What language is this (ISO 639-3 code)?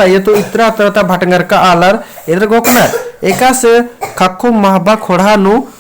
kru